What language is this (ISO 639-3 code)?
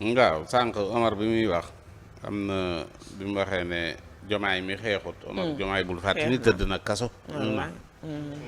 wol